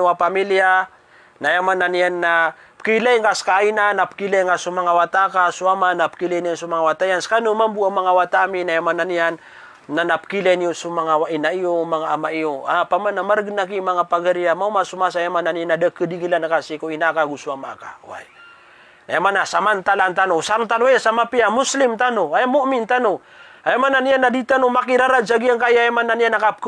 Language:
Maranao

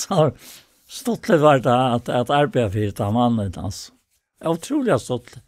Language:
Faroese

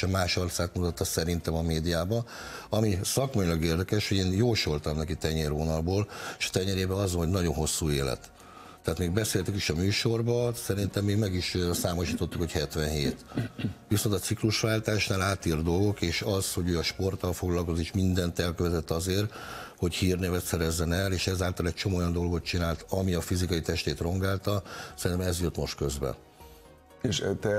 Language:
Hungarian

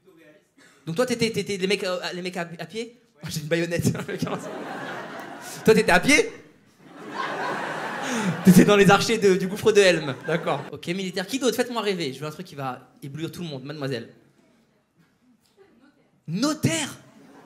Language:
French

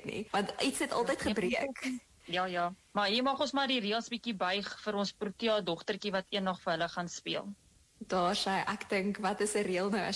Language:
Afrikaans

